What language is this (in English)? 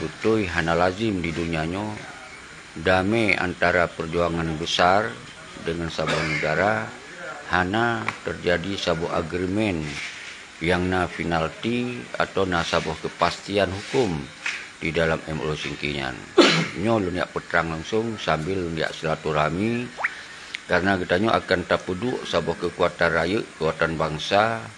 Achinese